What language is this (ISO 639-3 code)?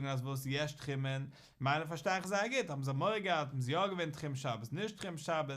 yid